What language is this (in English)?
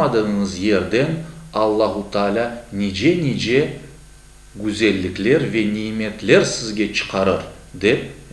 Crimean Tatar